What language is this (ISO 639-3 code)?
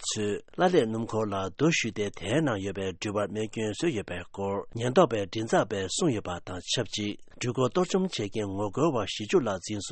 bod